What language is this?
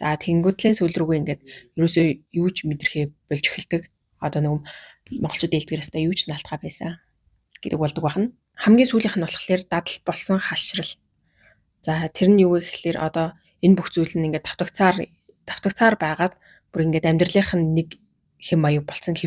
Mongolian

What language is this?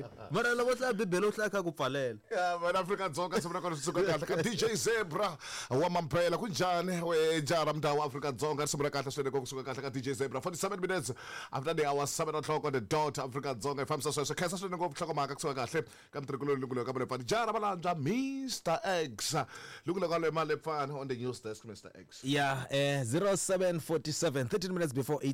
Tsonga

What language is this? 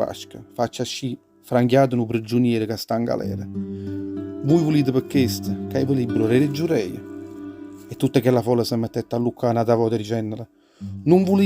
Neapolitan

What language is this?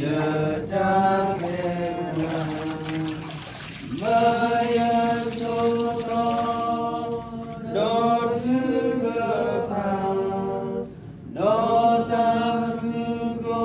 S'gaw Karen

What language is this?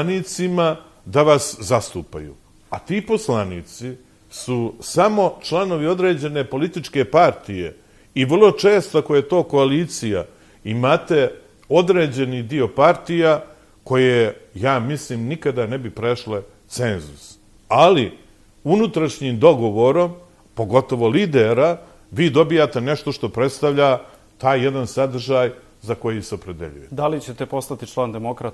Serbian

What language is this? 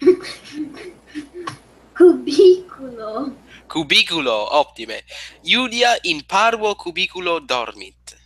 Latin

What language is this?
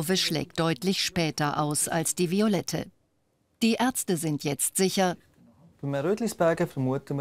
Swiss German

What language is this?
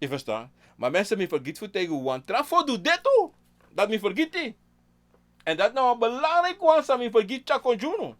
Sranan Tongo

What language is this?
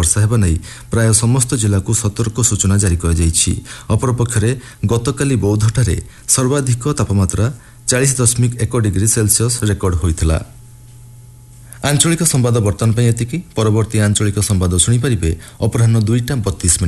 Odia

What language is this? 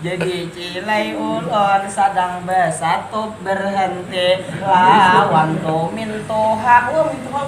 Banjar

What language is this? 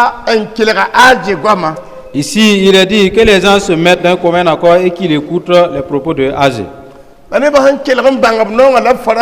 Mossi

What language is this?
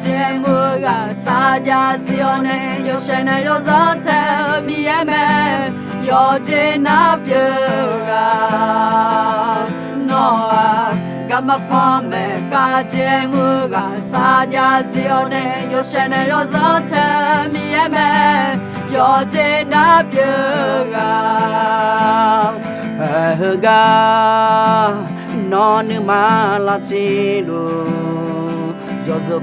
Akha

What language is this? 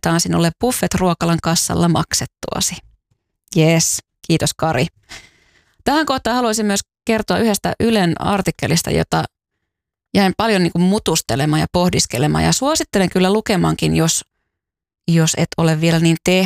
Finnish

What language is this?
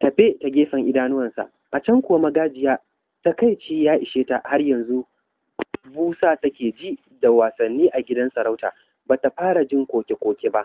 Hausa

